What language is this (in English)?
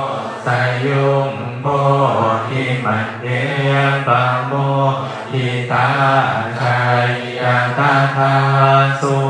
Thai